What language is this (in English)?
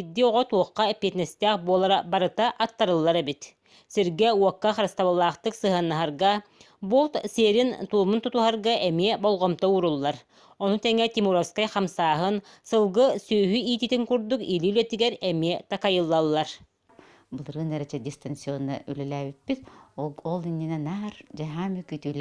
Yakut